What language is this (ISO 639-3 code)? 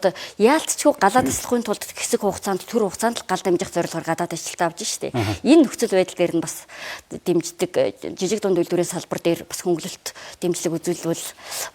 mon